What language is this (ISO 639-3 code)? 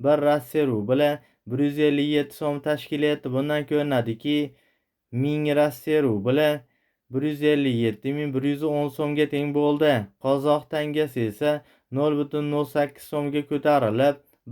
uzb